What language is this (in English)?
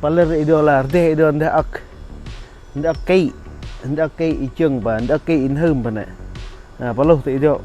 Central Mnong